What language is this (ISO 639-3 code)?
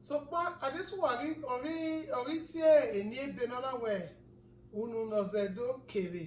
bin